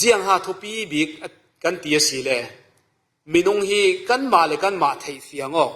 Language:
Falam Chin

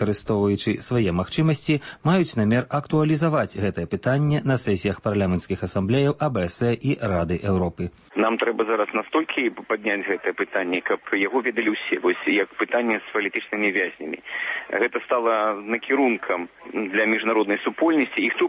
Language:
Belarusian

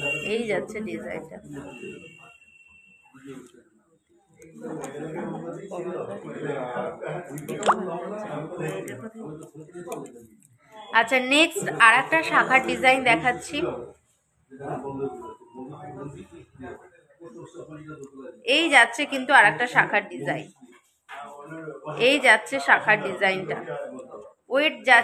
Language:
Bangla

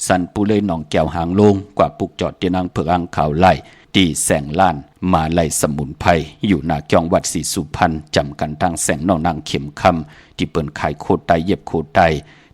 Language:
Shan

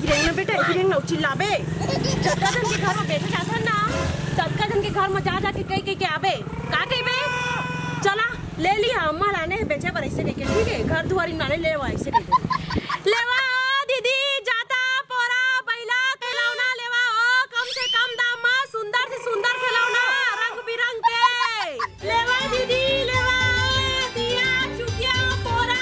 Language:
Chhattisgarhi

